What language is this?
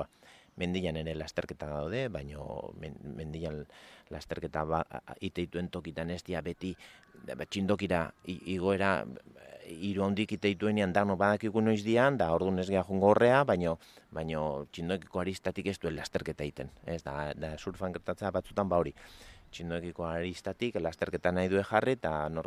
Basque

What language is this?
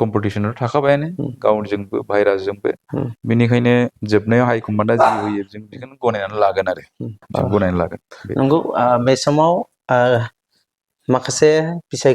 Bodo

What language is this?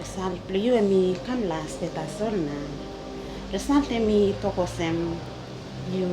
Tok Pisin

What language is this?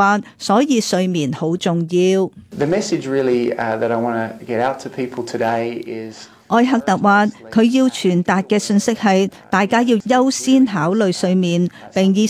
Cantonese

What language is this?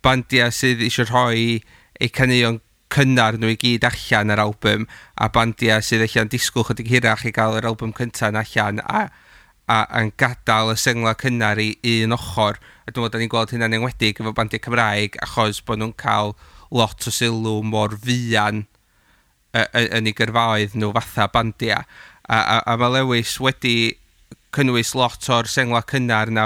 Welsh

